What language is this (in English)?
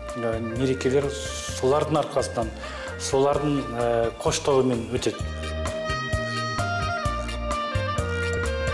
Kazakh